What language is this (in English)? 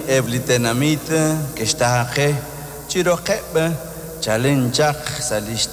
Kekchí